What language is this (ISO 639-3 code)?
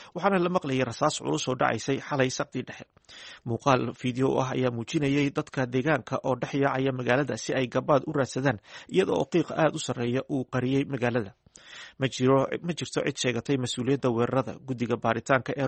som